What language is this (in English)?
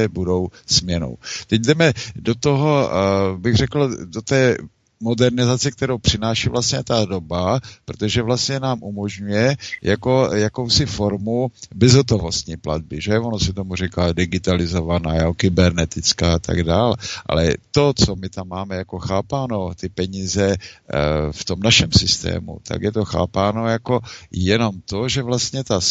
Czech